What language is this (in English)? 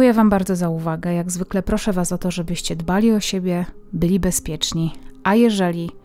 Polish